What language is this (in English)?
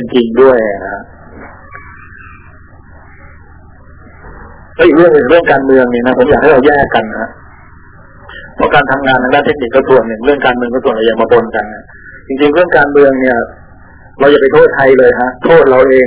Thai